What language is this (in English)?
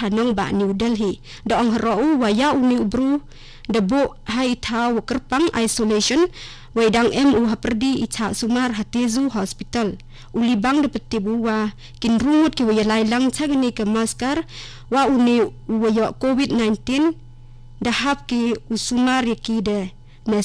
Khasi